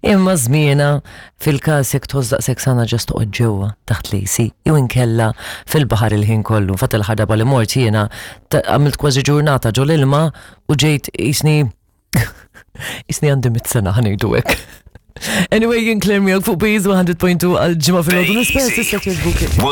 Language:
Maltese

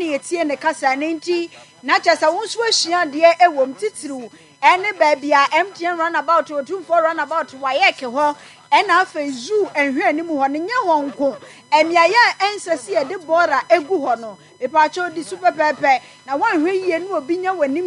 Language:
Akan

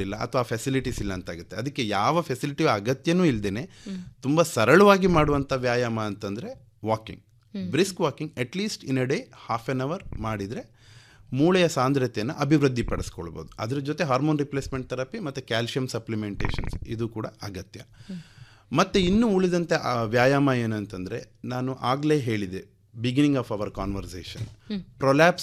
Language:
Kannada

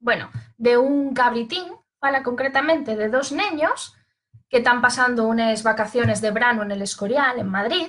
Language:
Asturian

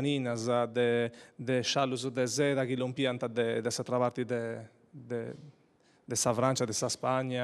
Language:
Sardinian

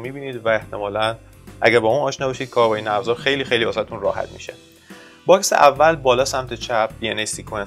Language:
Persian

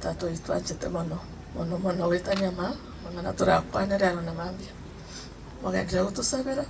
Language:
Gusii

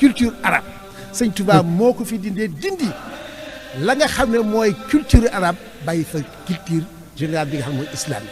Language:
Wolof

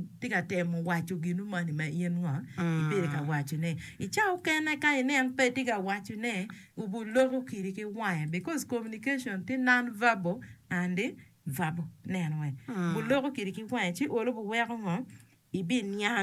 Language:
Acoli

